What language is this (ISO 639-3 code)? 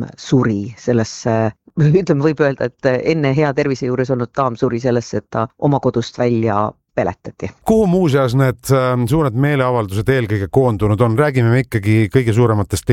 est